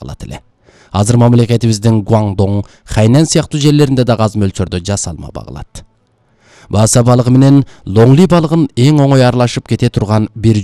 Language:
Kyrgyz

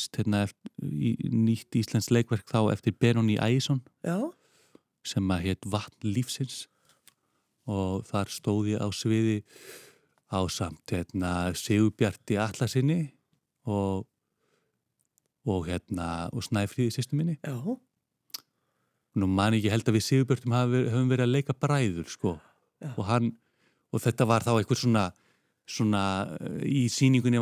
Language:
Icelandic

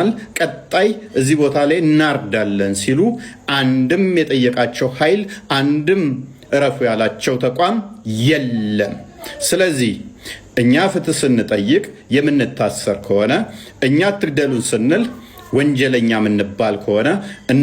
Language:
Amharic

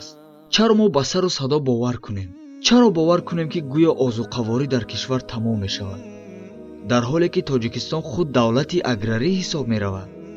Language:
Tajik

